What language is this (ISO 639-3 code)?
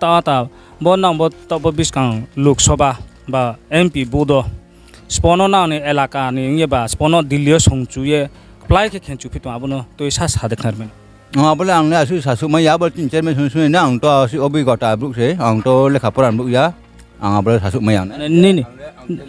ria